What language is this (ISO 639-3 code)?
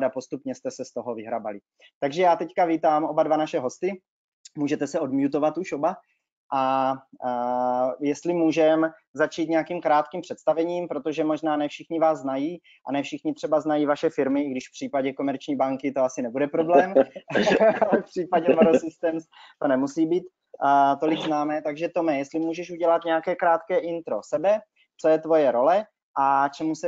ces